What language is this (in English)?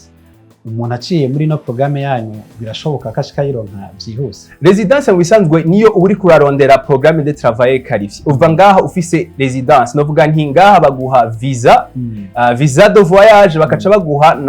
Rundi